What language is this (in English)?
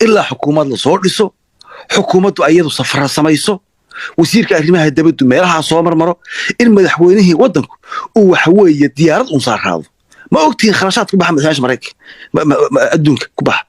Somali